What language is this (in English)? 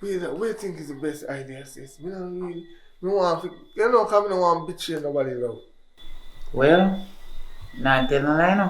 Jamaican Creole English